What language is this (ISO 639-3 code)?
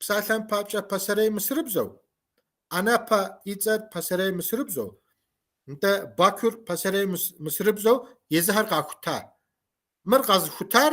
kbd